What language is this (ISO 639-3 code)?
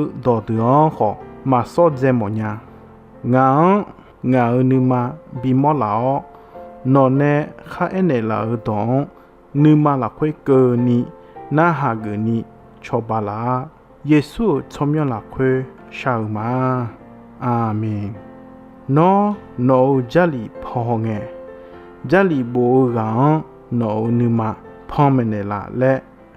ahk